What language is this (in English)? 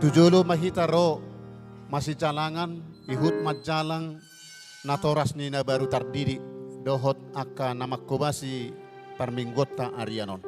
Batak Toba